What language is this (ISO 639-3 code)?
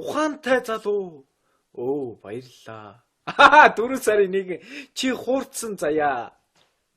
mon